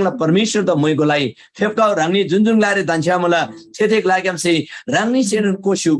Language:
Eastern Tamang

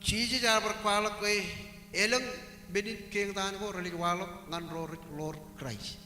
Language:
Marshallese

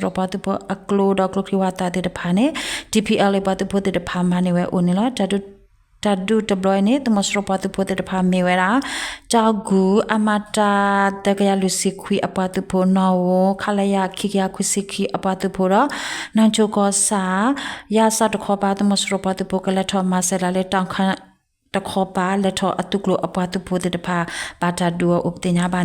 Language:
S'gaw Karen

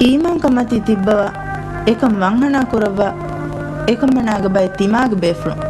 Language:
Divehi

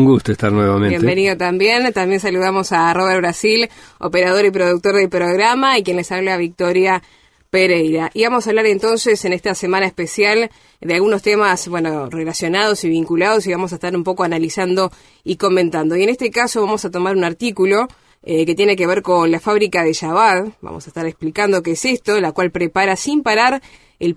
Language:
Spanish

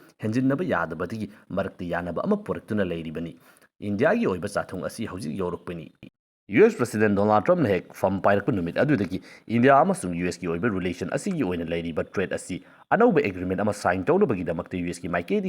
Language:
Manipuri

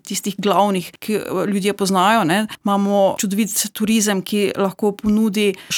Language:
Slovenian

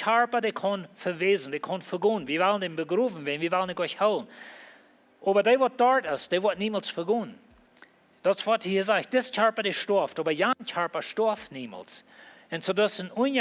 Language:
Plautdietsch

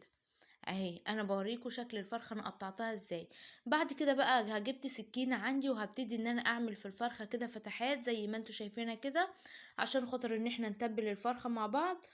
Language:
Egyptian Arabic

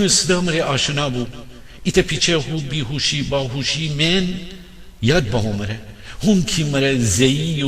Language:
Gilaki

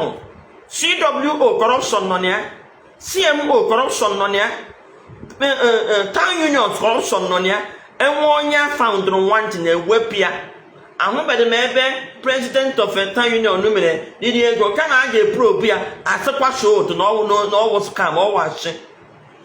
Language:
Igbo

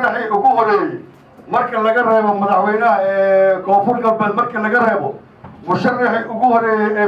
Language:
Somali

